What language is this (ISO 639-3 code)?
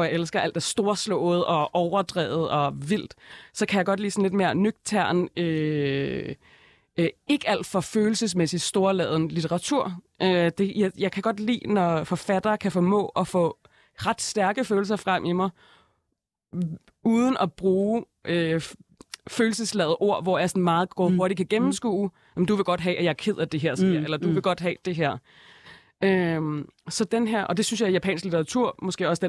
dan